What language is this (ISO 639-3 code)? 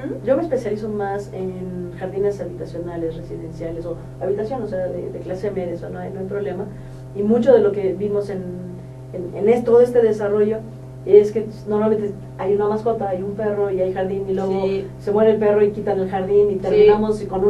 spa